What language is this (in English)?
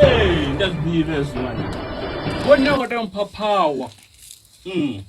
Venda